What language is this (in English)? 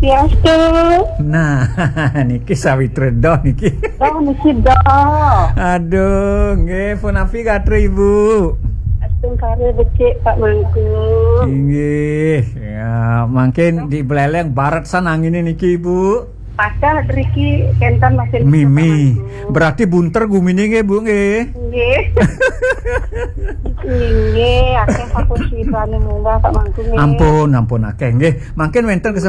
Balinese